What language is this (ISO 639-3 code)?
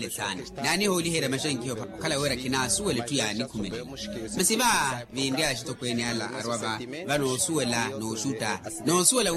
vmw